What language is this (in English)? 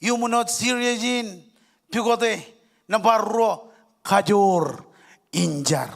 Marshallese